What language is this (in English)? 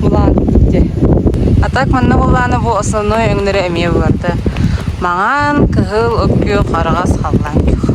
Yakut